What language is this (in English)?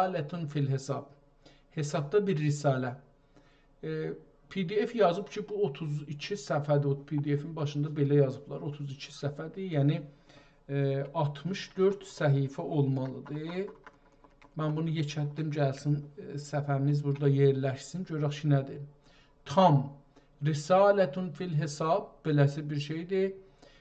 South Azerbaijani